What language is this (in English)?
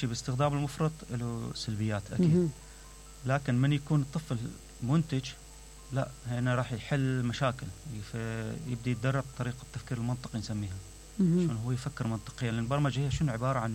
Mesopotamian Arabic